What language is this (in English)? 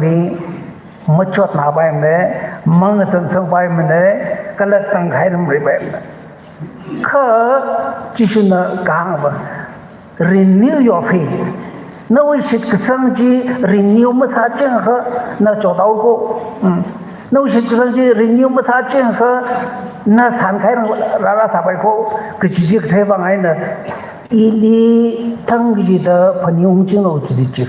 Tangkhul Naga (India)